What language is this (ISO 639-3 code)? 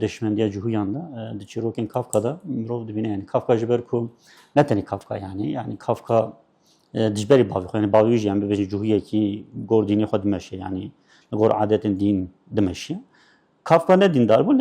kur